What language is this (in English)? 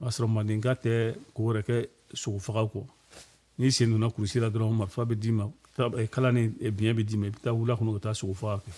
Bambara